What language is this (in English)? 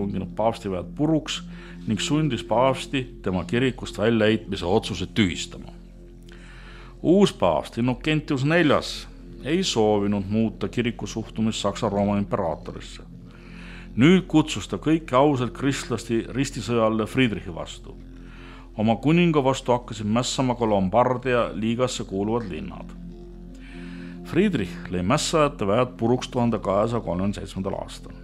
Estonian